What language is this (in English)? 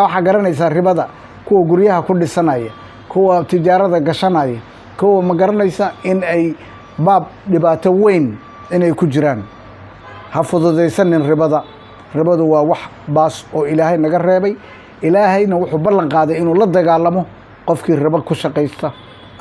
Somali